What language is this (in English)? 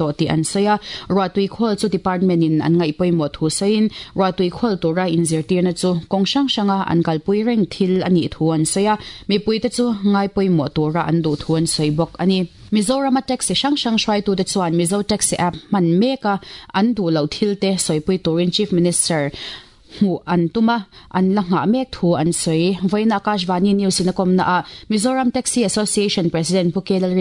Mizo